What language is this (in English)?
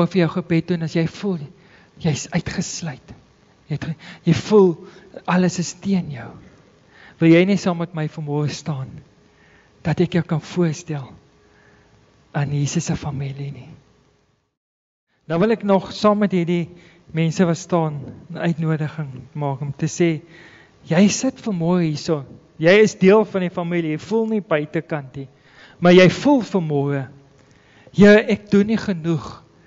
Afrikaans